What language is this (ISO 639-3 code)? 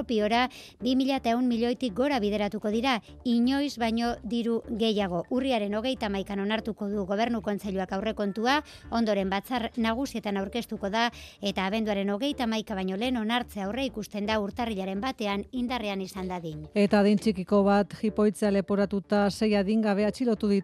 eus